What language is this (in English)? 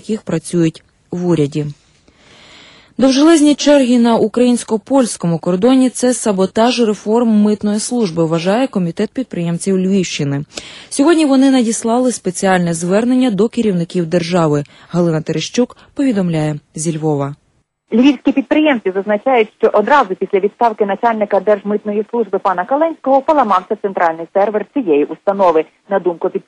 Ukrainian